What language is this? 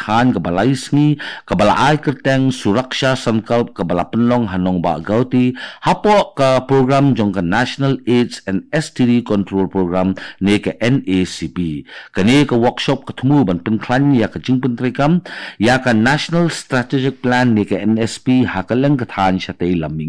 Khasi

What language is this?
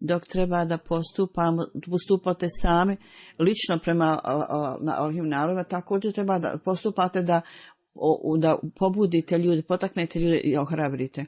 Bosnian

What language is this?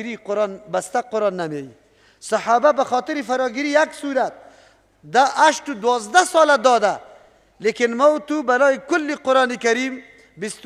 Persian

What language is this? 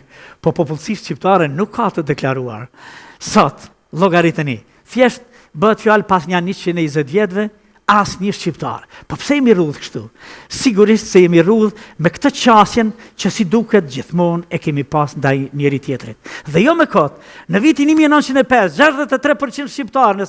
Albanian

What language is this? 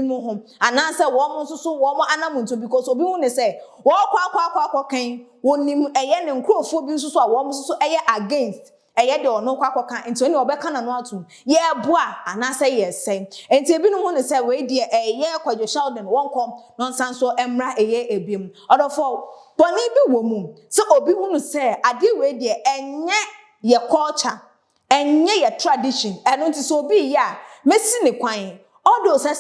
Akan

